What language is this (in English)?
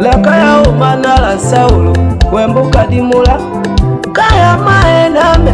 Tetela